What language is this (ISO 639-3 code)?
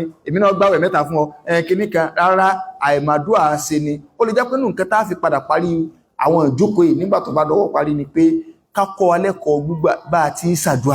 yor